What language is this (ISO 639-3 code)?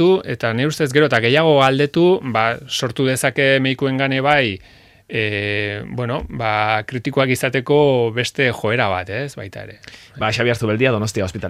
eus